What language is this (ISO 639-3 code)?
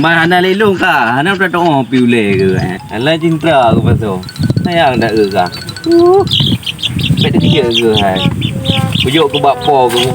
ace